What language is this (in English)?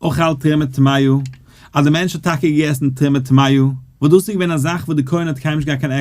Yiddish